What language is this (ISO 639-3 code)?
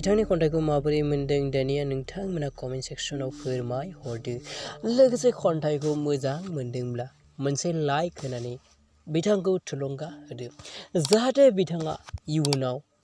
brx